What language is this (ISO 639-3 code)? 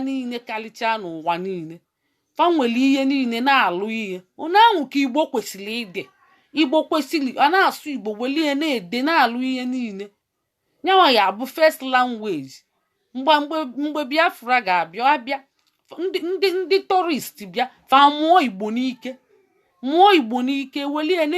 ibo